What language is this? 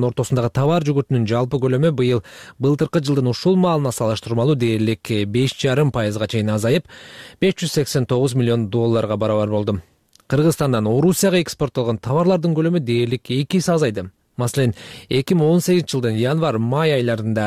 Kyrgyz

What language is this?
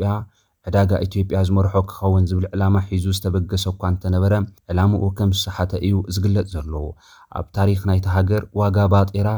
Tigrinya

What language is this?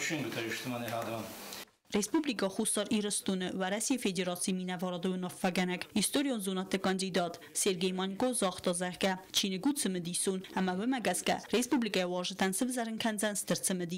Ossetic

